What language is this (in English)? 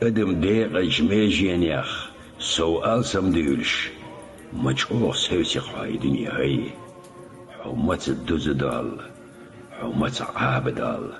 Chechen